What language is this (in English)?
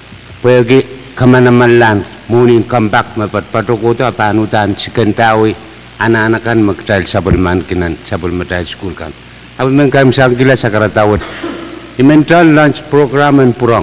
Pohnpeian